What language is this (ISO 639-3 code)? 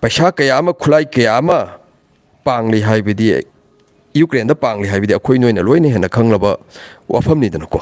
mni